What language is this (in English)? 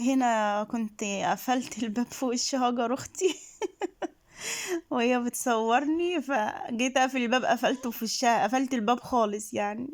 Egyptian Arabic